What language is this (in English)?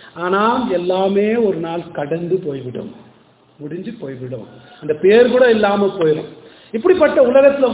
Tamil